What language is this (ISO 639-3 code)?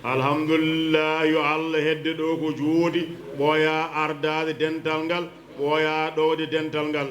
ful